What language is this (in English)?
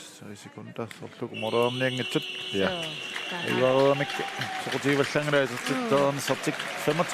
Kalaallisut